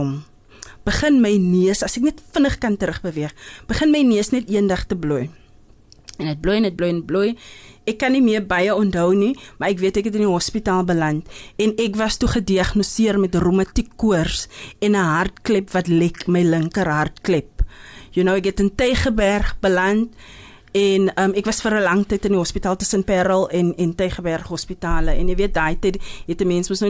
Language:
Afrikaans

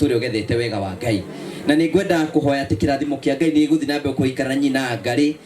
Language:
Kikuyu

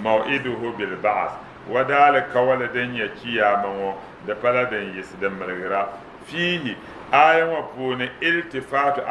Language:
Dagbani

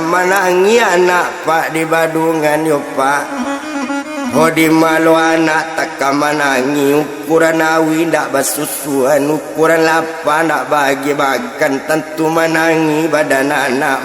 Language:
Minangkabau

